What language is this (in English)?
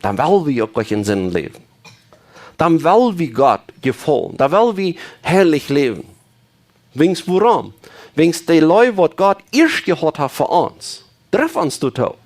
Plautdietsch